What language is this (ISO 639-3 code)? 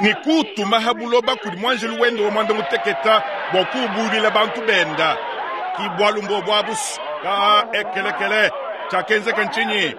lua